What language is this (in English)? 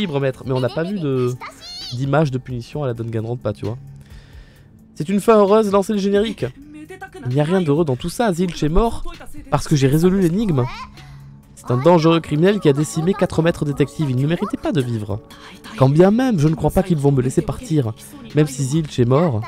French